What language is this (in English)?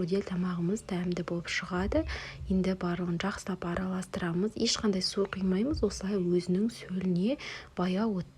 Kazakh